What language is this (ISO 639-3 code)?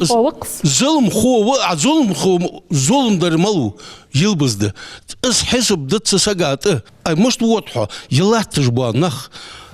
inh